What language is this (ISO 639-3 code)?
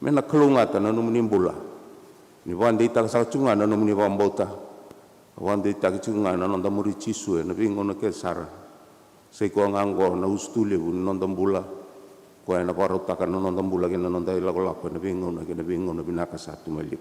fij